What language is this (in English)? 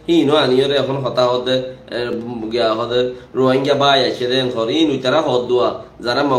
Rohingya